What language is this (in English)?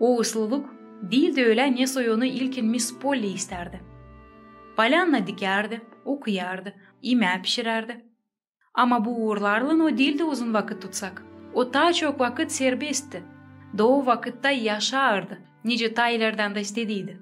Gagauz